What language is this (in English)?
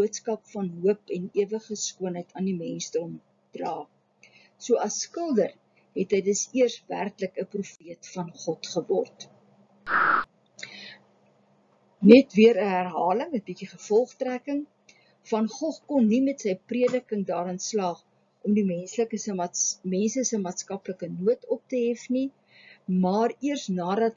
Afrikaans